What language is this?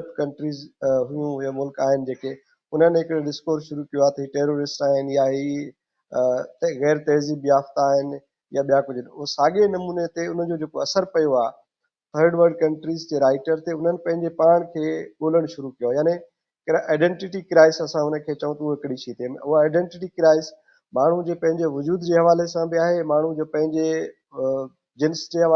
Sindhi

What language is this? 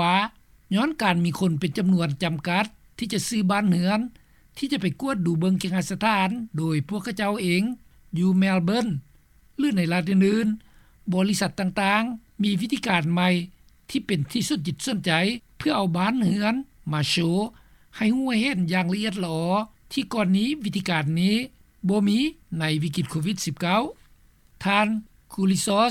Lao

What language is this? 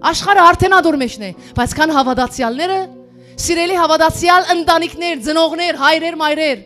Western Armenian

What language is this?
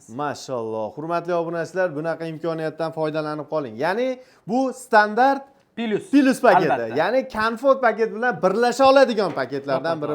Uzbek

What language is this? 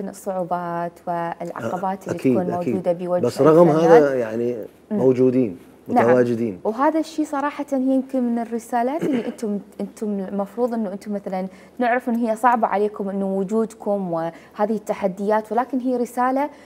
Mesopotamian Arabic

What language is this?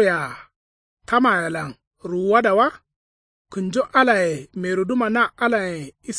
Kanuri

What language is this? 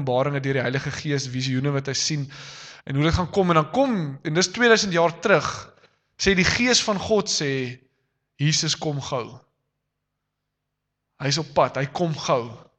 Afrikaans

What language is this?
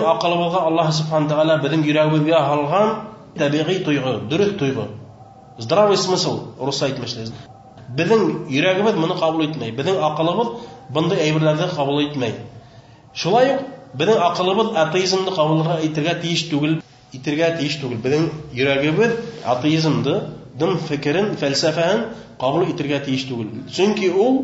Bashkir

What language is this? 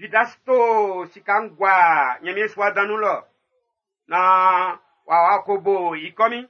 Baoulé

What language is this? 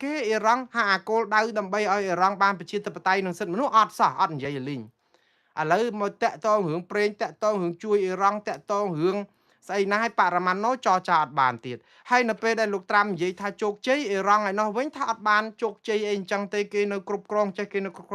Khmer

